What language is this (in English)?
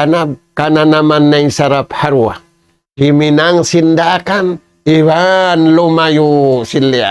Tausug